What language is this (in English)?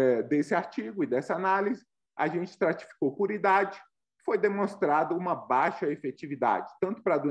Portuguese